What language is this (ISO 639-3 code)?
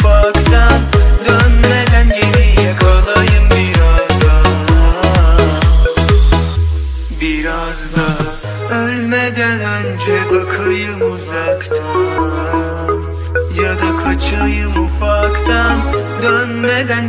tur